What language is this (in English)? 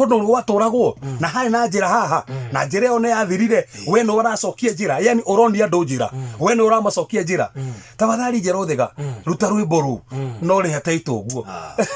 Kikuyu